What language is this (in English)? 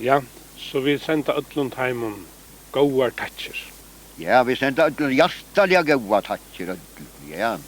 Faroese